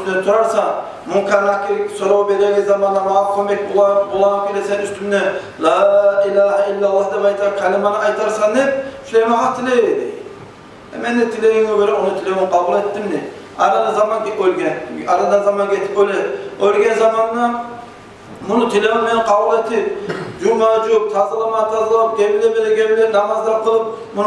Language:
Kumyk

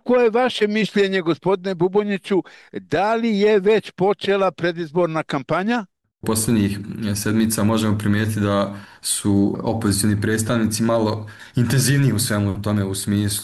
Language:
Bosnian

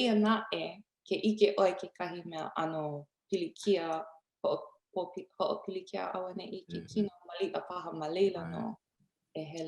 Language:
Hawaiian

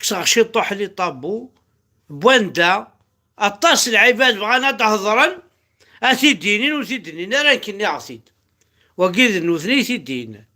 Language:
Kabyle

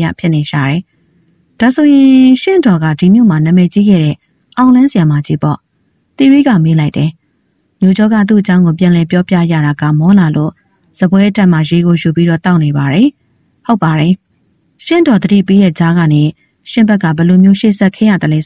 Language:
Burmese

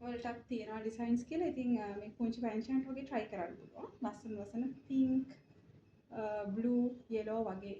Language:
Sinhala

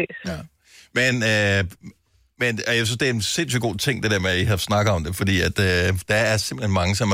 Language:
Danish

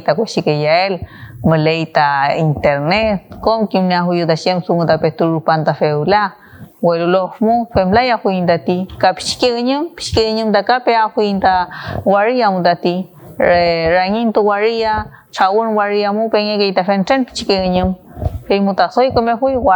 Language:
Mapuche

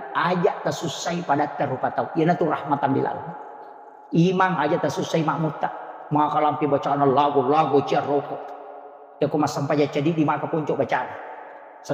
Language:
Buginese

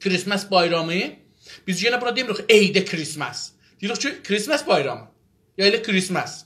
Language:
South Azerbaijani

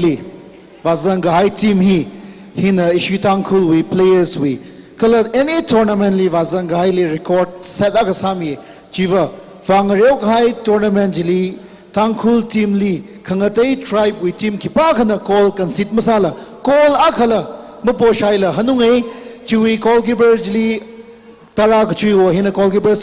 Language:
Tangkhul Naga (India)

